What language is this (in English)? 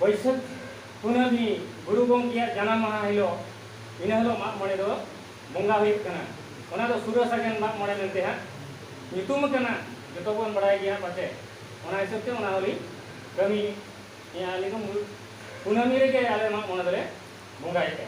Santali